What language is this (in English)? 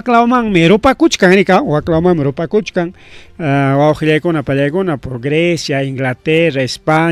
Ayacucho Quechua